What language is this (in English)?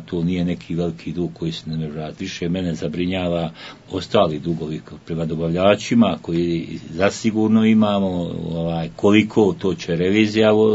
Croatian